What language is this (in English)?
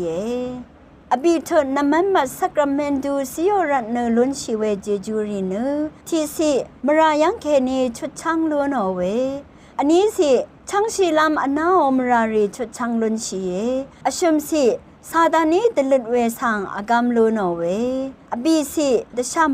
Rawang